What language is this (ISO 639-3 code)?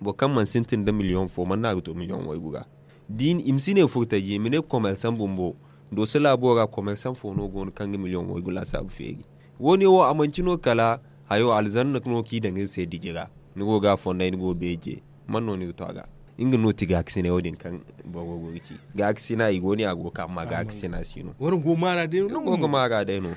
dje